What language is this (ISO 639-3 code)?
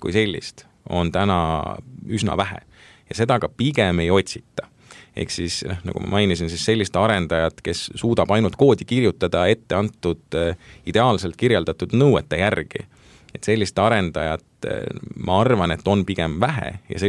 est